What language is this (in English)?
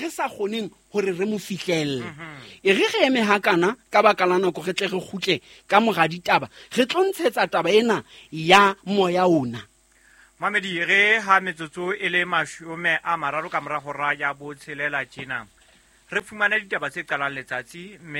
Southern Sotho